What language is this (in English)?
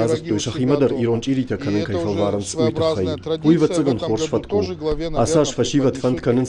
Ossetic